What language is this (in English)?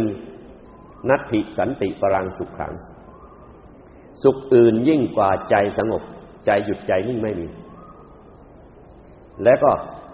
Thai